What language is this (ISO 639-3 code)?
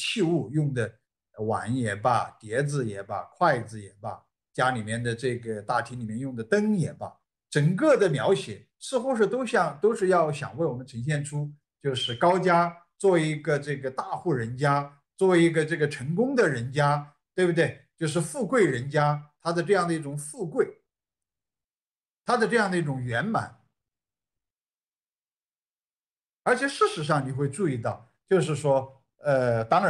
zho